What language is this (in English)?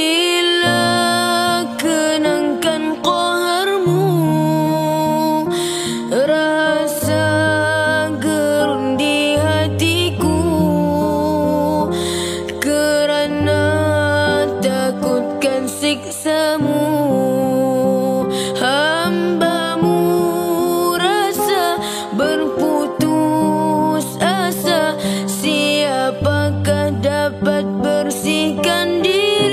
Malay